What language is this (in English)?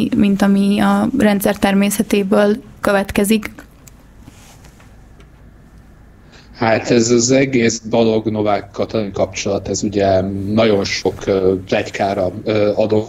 Hungarian